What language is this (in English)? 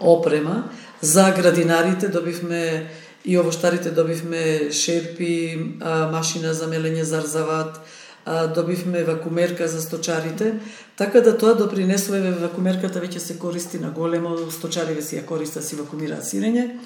Macedonian